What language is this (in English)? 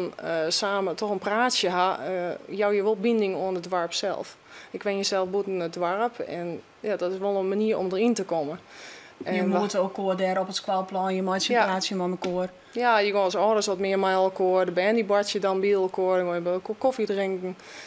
Western Frisian